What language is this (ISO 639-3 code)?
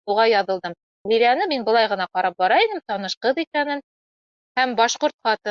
bak